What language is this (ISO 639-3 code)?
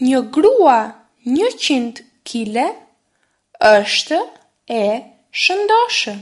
sqi